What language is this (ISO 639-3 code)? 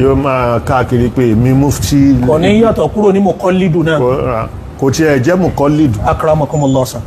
yor